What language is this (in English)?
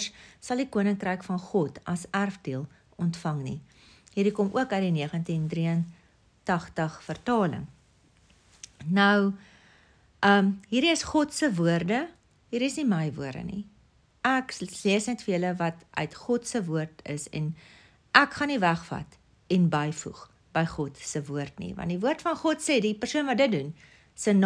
Afrikaans